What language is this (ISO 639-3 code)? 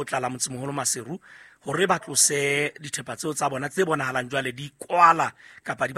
sot